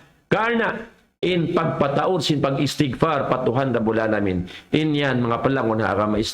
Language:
Tausug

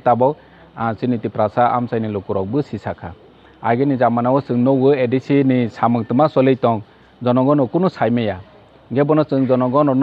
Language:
Kok Borok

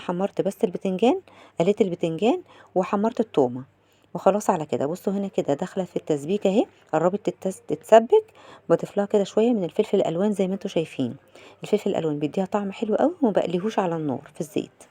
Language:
Egyptian Arabic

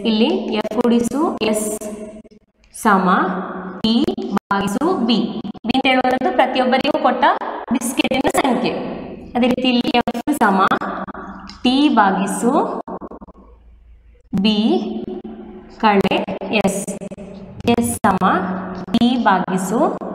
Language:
Kannada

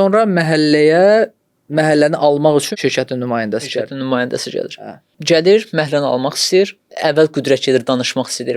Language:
Azerbaijani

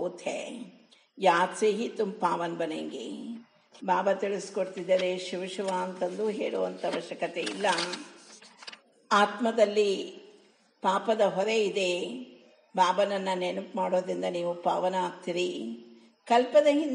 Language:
Kannada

